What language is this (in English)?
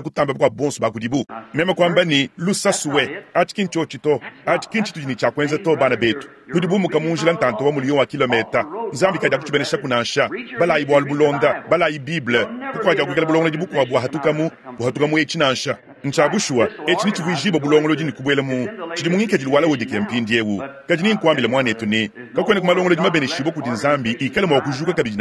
Luba-Lulua